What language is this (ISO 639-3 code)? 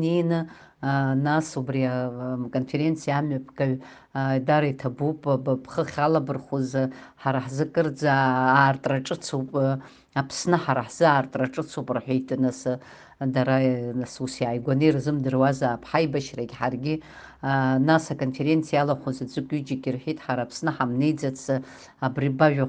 abk